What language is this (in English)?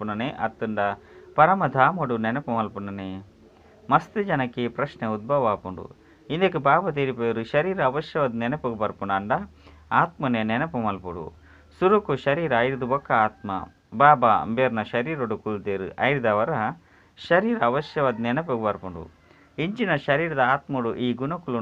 Tulu